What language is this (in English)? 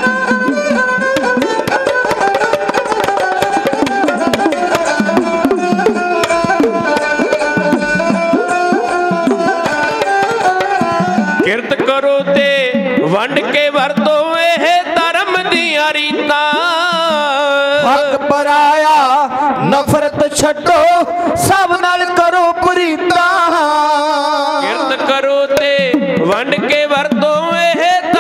Punjabi